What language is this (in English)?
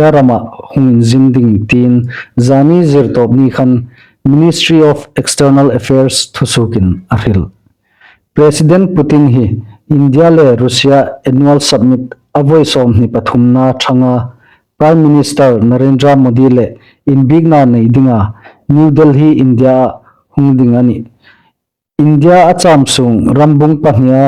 Hmar